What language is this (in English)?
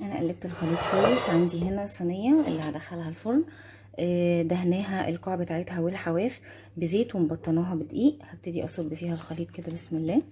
Egyptian Arabic